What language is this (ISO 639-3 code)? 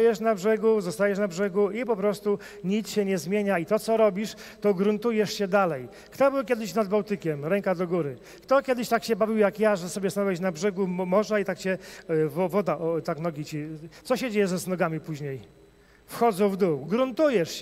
pol